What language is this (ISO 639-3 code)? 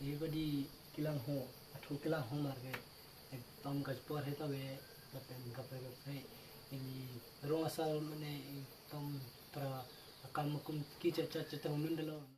mjw